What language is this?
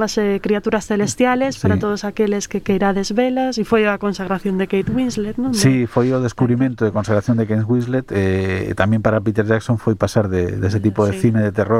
Galician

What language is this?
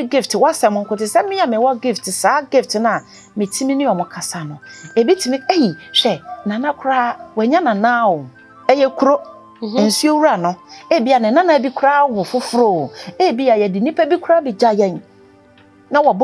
Akan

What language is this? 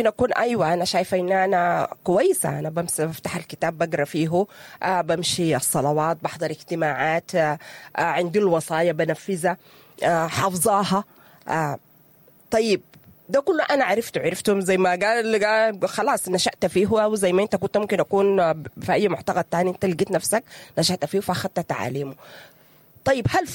Sudanese Arabic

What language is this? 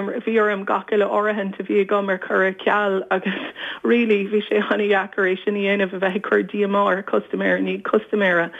Irish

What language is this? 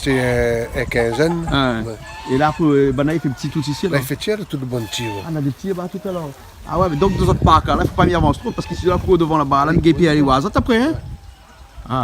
Réunion Creole French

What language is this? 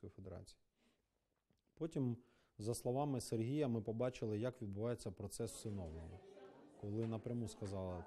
Ukrainian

